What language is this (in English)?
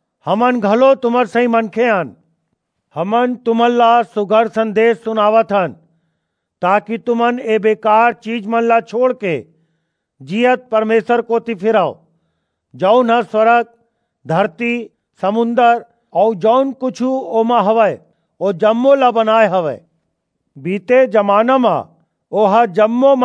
Chhattisgarhi